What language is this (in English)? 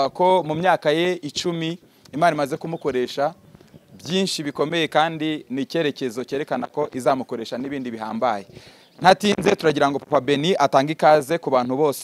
Kinyarwanda